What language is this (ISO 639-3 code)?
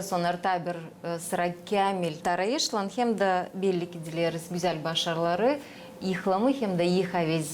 gag